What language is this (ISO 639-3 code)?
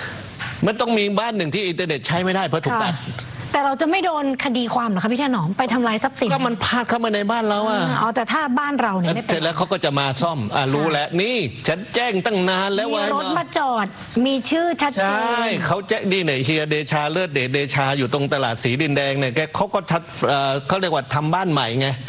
tha